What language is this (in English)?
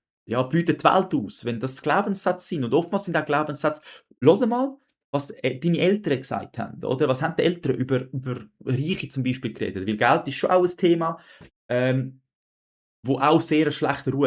Swiss German